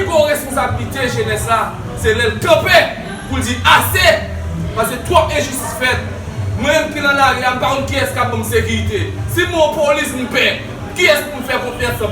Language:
Haitian Creole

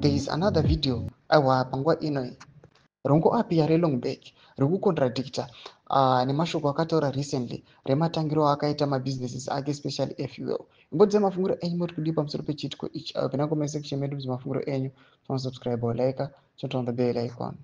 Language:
Shona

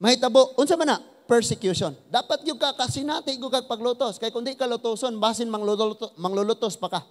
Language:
Cebuano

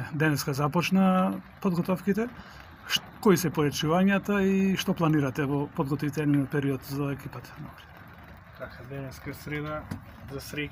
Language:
Macedonian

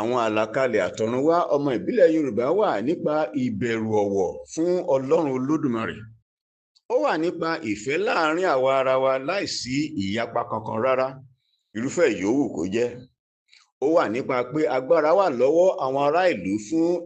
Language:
Yoruba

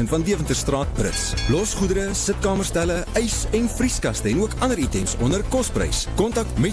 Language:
Afrikaans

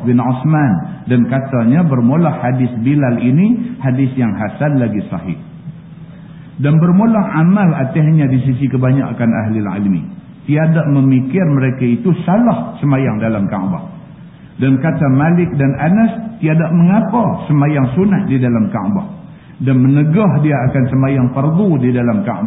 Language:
Malay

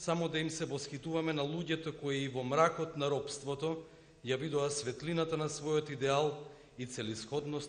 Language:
Macedonian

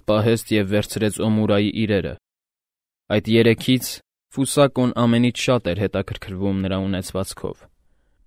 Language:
Armenian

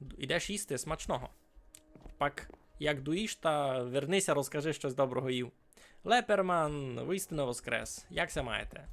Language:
Rusyn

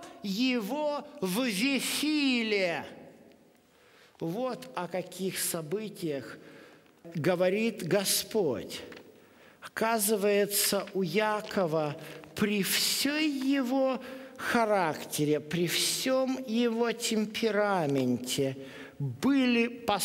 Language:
Russian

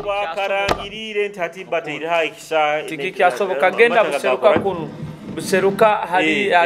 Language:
Nyoro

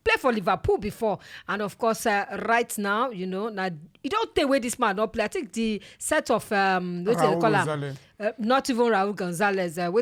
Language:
Nigerian Pidgin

